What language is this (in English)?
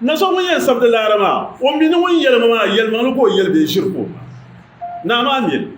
Dagbani